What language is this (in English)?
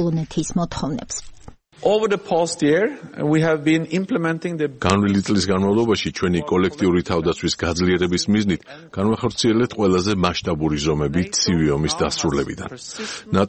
Georgian